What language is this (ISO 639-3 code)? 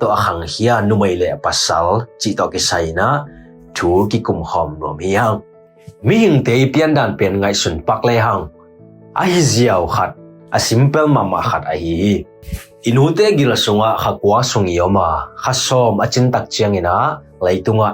ctd